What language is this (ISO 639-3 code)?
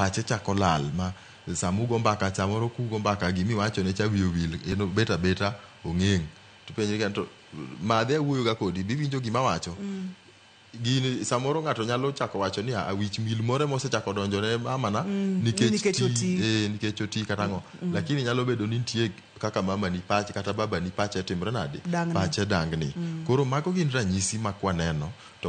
luo